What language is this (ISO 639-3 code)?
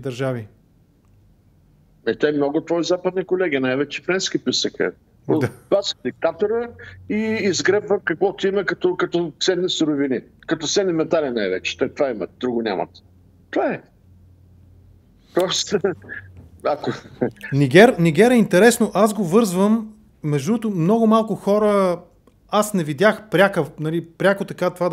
bul